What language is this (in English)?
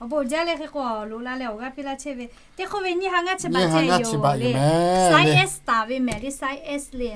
Lahu